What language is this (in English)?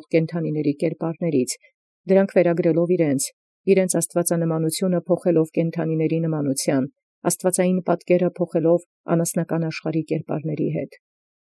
Armenian